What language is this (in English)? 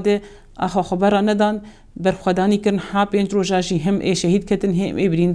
Kurdish